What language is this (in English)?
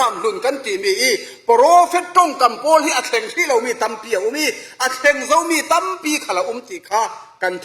Falam Chin